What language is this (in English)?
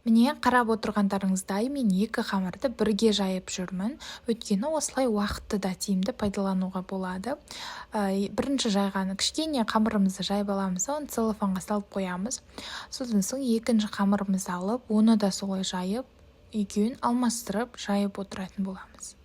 Kazakh